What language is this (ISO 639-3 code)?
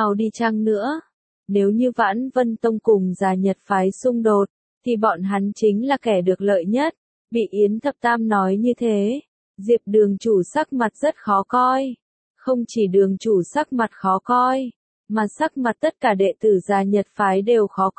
vie